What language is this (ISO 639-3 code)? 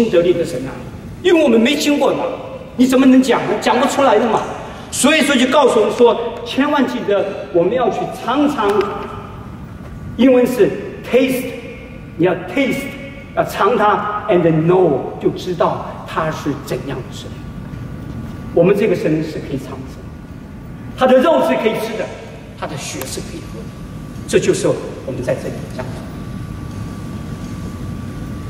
zho